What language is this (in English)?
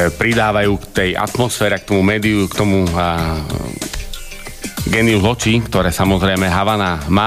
Slovak